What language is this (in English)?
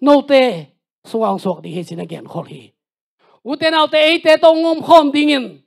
Tedim Chin